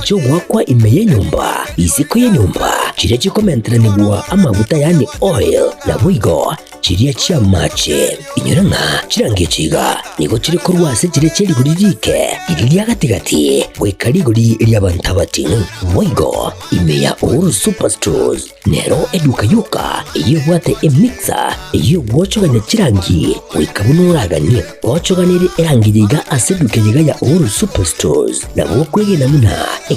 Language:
Gusii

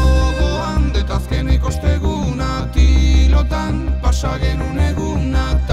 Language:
Basque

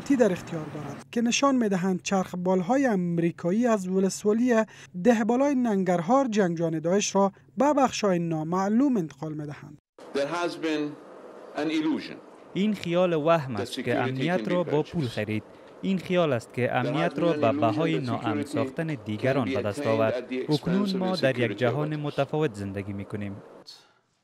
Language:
Persian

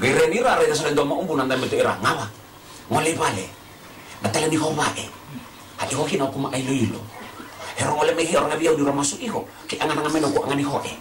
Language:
Fijian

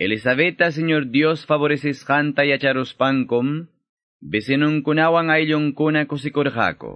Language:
Quechua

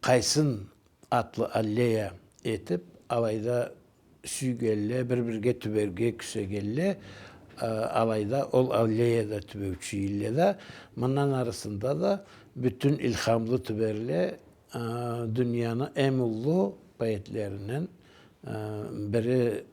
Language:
Karachay-Balkar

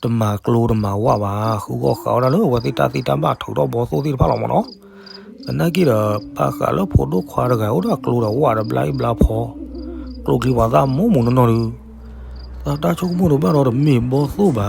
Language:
S'gaw Karen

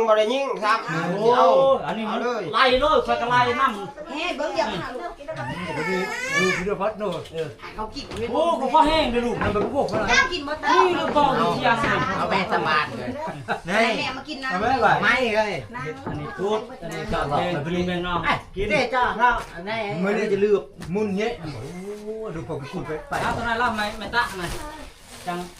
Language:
Northeastern Thai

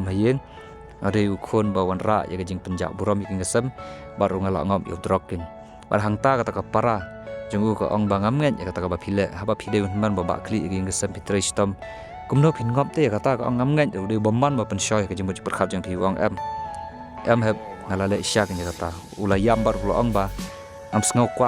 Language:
Khasi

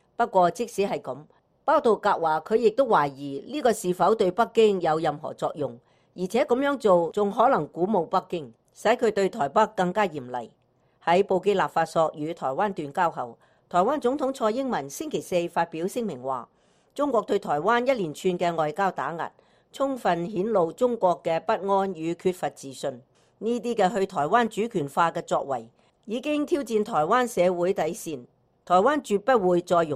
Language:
Cantonese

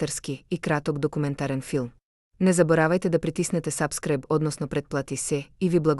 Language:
Macedonian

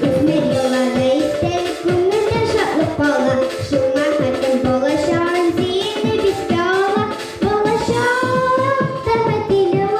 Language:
Tatar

